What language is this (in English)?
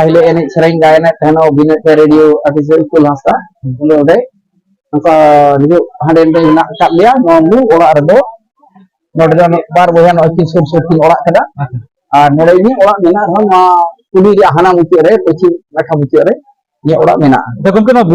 Santali